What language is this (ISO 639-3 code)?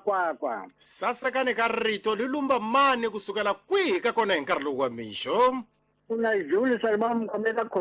tso